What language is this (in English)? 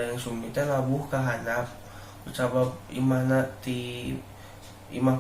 Sundanese